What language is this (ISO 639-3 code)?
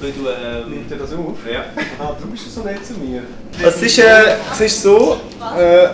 gsw